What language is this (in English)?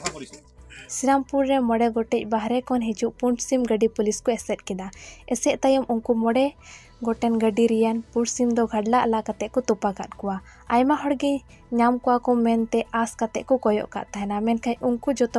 Santali